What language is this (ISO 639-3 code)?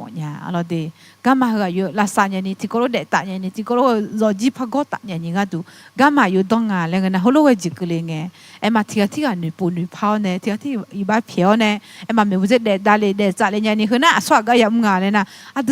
ahk